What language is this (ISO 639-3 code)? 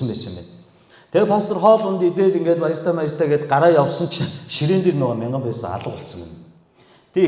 mon